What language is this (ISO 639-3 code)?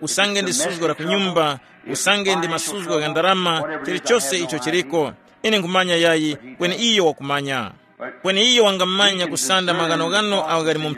tum